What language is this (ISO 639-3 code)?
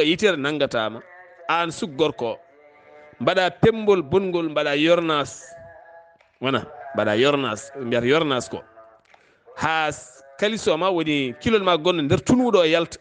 ful